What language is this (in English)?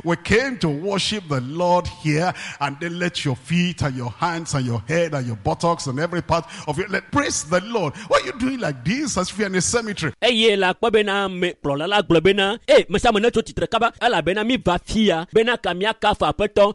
Ewe